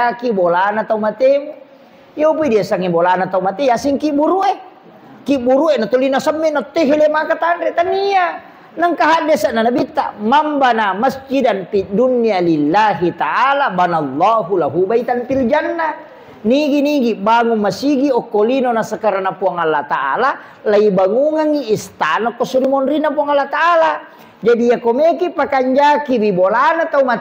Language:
Buginese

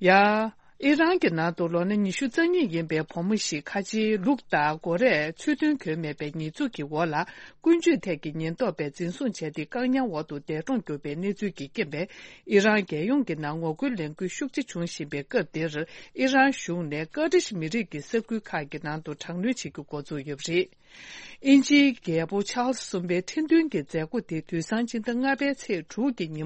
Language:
Tibetan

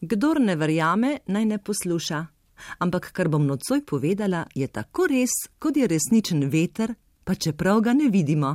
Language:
Slovenian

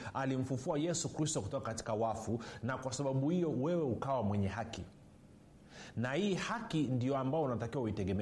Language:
Swahili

